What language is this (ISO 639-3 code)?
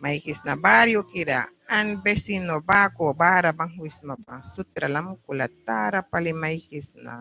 miq